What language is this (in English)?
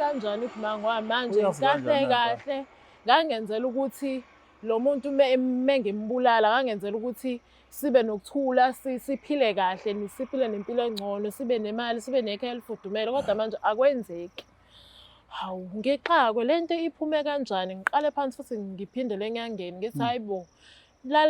Zulu